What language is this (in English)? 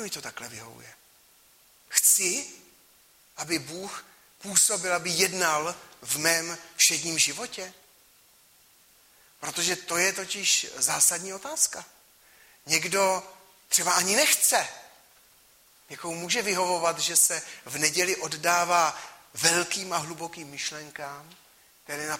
Czech